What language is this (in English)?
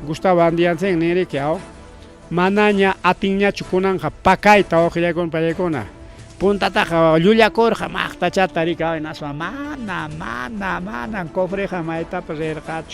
Ayacucho Quechua